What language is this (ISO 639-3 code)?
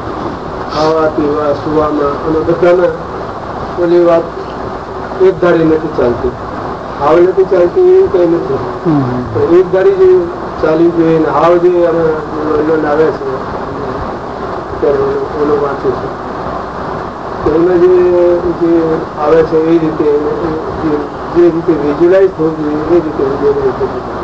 guj